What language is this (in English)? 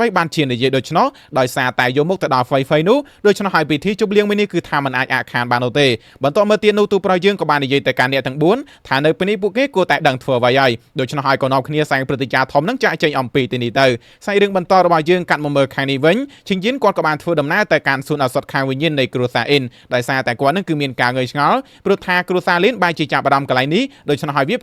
Khmer